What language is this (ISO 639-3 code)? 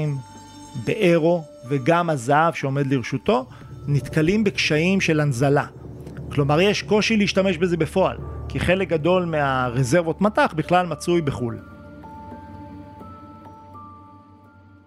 heb